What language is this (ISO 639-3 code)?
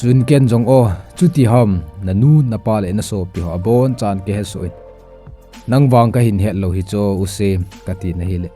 tcz